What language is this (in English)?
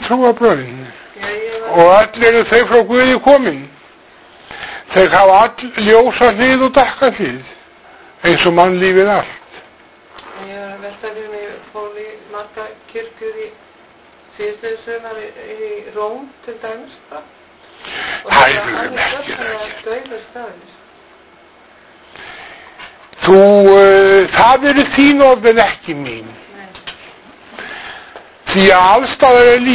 Icelandic